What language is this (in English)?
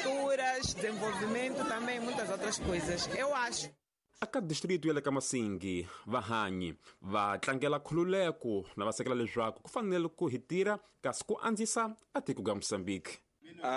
Tsonga